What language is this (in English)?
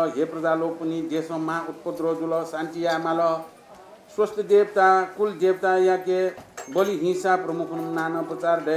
Newari